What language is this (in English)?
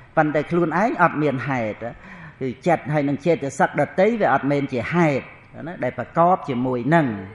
Khmer